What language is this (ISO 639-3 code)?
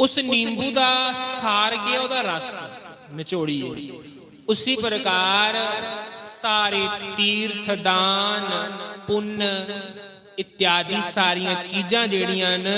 doi